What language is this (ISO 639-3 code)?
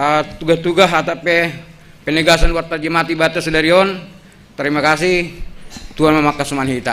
bts